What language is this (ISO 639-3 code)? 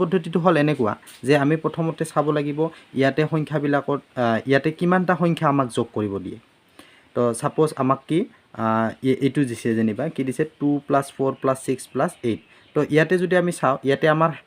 asm